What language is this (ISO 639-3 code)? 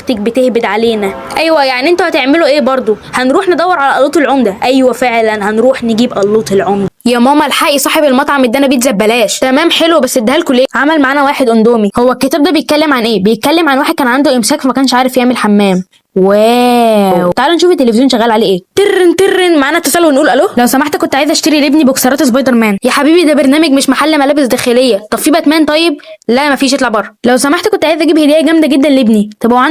arz